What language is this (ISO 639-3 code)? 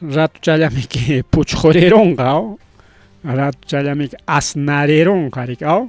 quy